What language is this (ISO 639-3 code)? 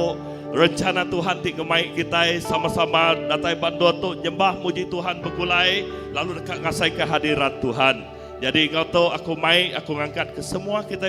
iba